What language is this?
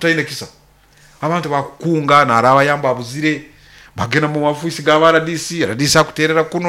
Nyoro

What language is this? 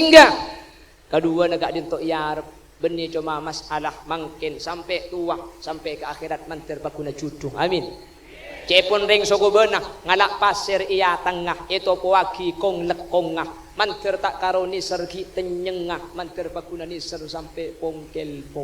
Madurese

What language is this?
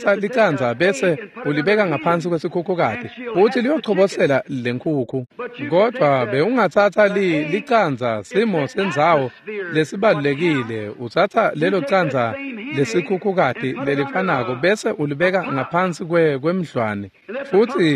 Swati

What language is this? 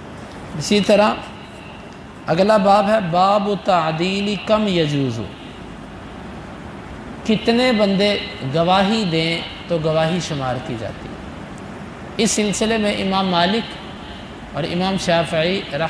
Urdu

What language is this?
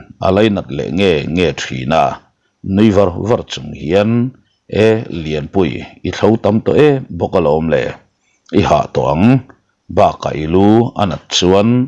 Mizo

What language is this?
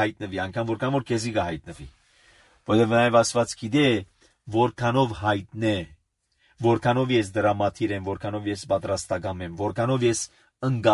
Armenian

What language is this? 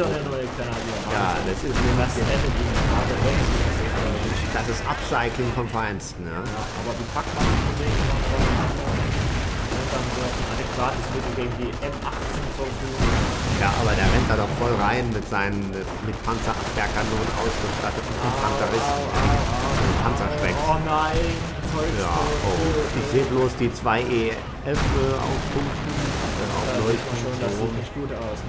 German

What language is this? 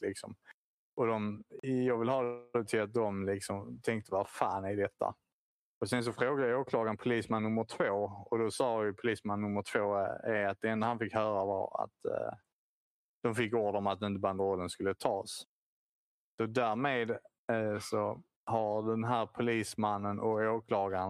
Swedish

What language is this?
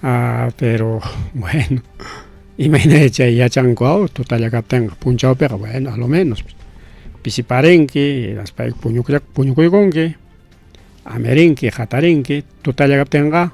Ayacucho Quechua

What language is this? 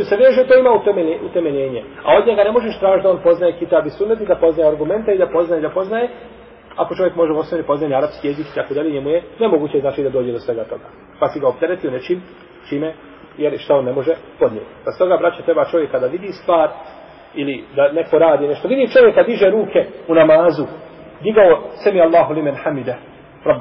Bosnian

